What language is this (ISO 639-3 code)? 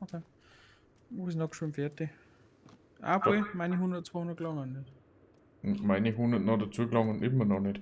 bar